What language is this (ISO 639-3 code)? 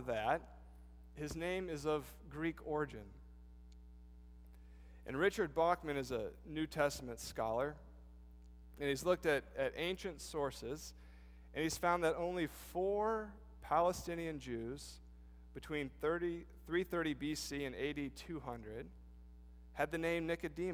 eng